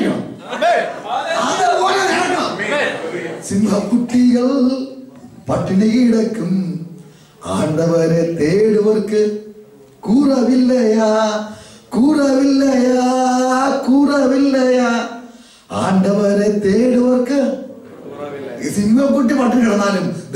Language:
Malayalam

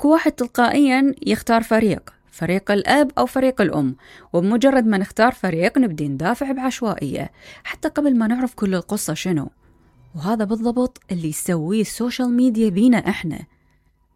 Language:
Mesopotamian Arabic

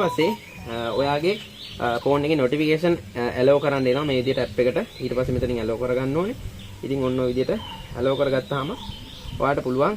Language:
Sinhala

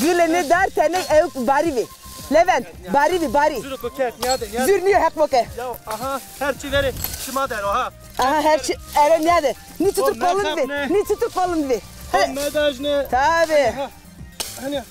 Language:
Zaza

